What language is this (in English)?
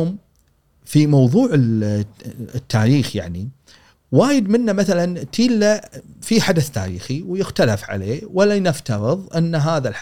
Gulf Arabic